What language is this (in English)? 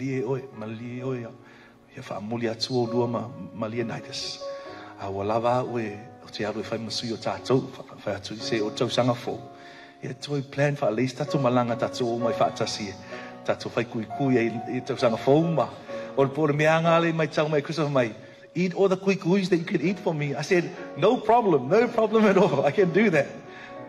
Samoan